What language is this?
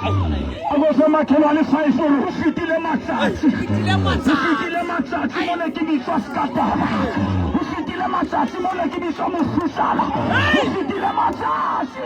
Southern Sotho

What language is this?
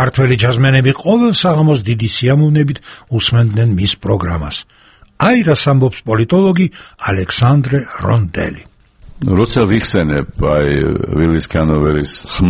Georgian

